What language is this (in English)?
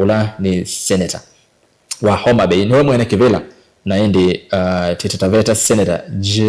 Kamba